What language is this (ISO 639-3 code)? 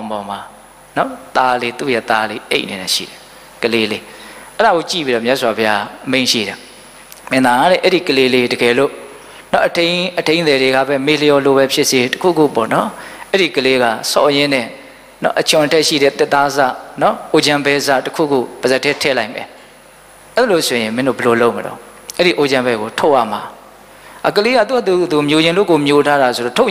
mya